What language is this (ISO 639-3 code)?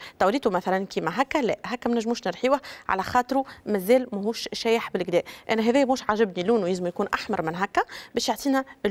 aeb